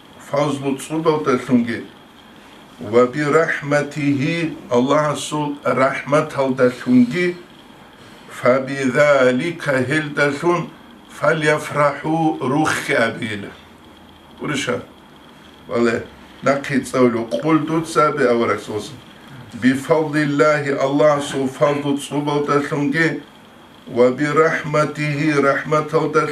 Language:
Avaric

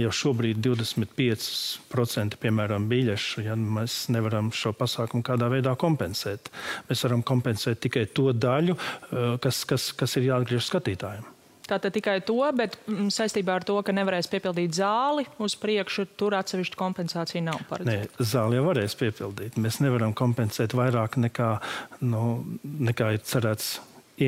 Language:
Latvian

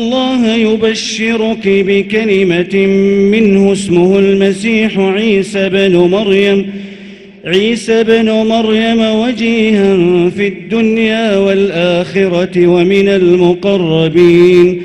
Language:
Arabic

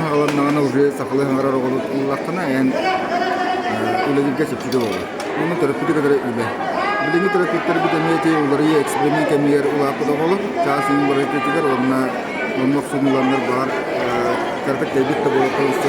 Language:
Yakut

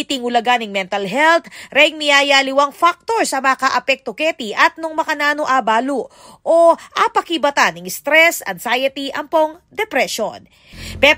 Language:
Pampanga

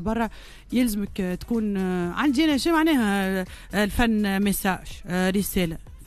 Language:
Tunisian Arabic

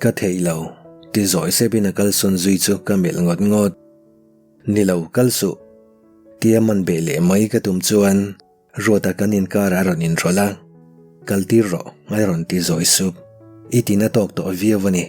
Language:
Mizo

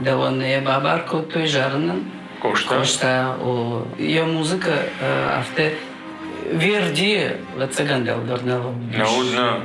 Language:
Ossetic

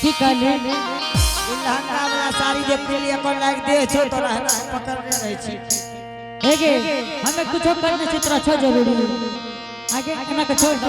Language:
Angika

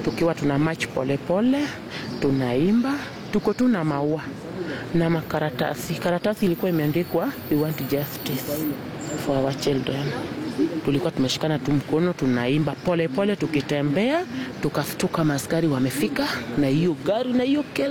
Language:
Swahili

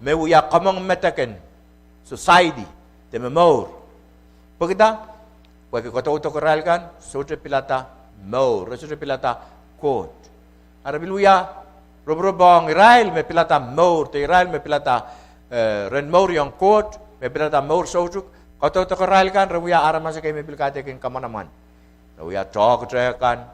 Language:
Pohnpeian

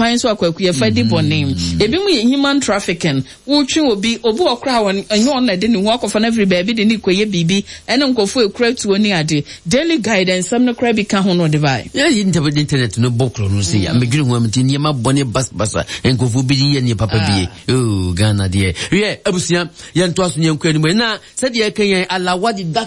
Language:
Akan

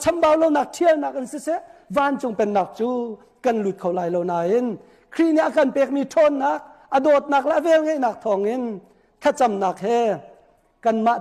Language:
Hakha Chin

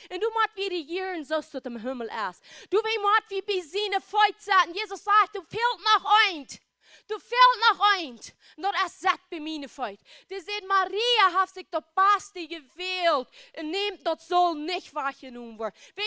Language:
Plautdietsch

